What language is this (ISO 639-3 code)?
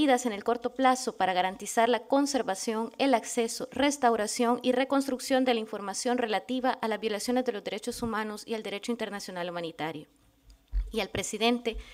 spa